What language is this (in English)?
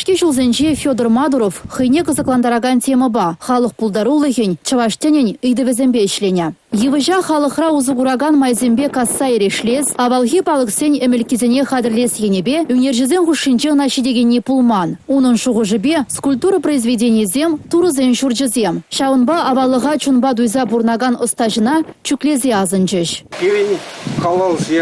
Chuvash